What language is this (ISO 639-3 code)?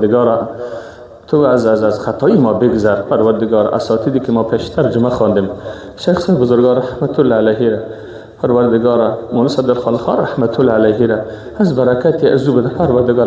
fas